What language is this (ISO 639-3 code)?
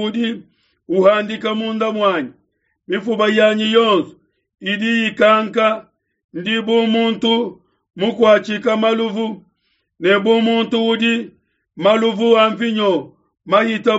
lua